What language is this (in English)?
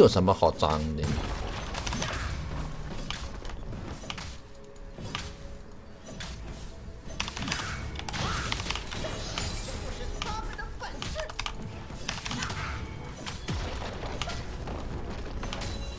Chinese